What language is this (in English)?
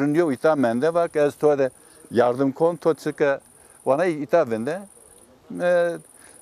Zaza